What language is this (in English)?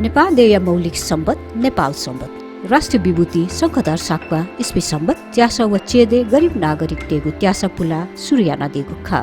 Newari